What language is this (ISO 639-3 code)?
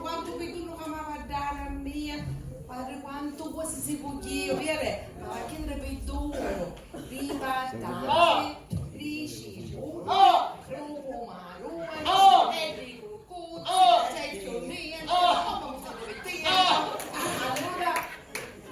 scn